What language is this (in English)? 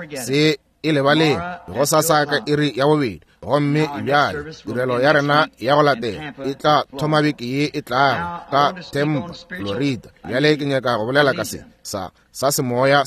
Northern Sotho